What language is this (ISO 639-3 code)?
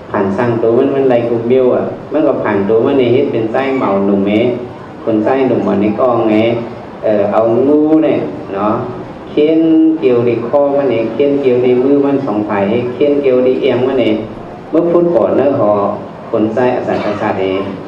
shn